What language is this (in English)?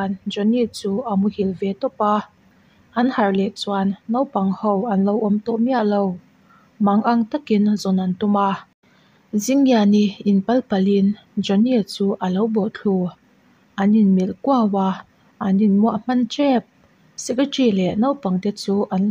Mizo